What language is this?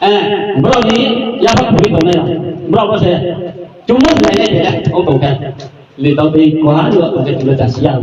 Riang (India)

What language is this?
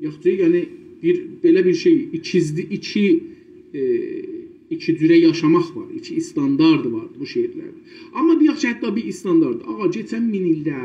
South Azerbaijani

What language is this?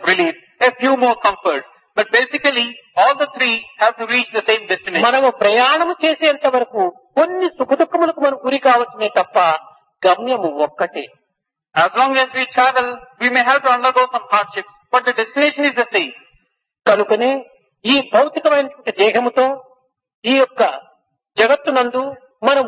Telugu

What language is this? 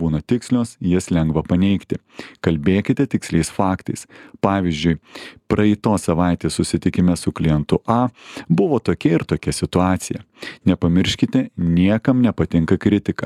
Lithuanian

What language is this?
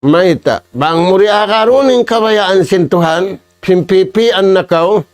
Tausug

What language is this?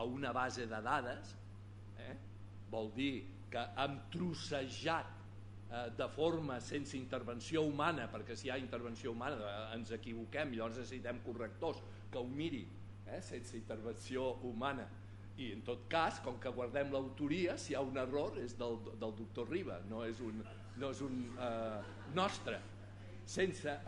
Catalan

